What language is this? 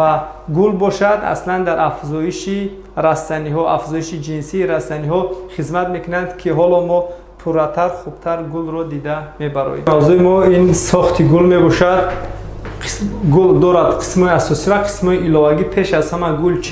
Tajik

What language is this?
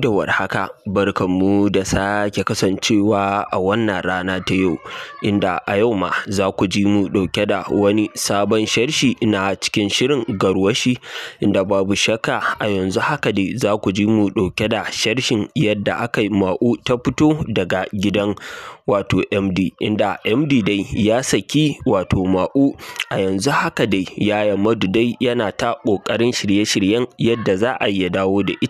Hausa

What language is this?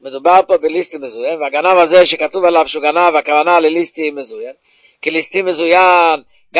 Hebrew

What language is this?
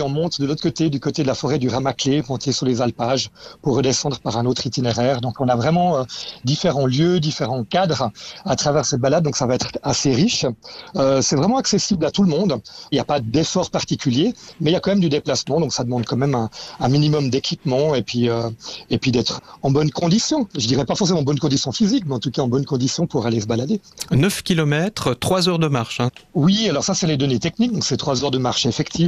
French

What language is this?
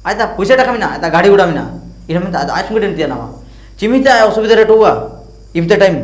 Ho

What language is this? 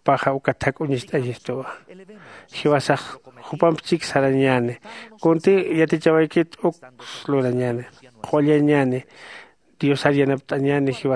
Aymara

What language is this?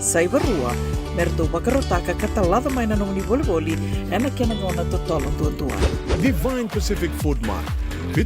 Fijian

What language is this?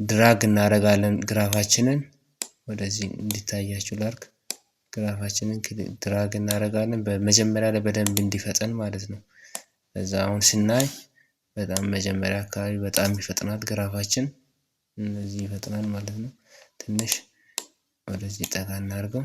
Amharic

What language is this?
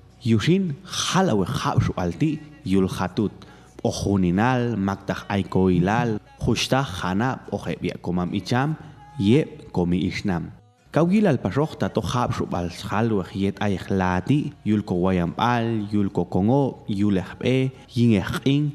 Popti'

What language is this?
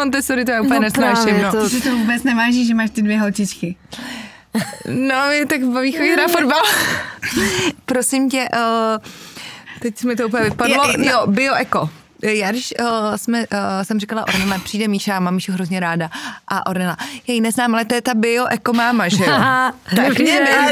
Czech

